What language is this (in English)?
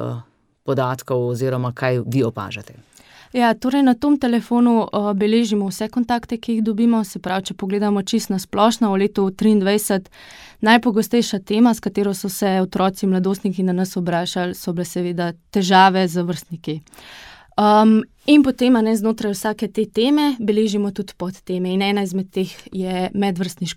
Slovenian